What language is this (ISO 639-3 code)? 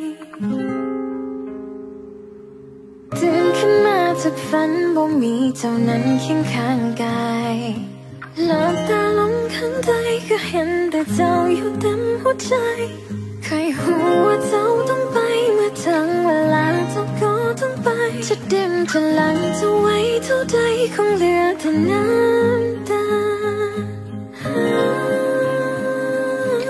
tha